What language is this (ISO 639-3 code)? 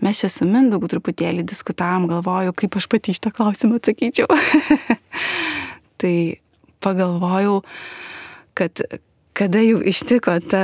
lit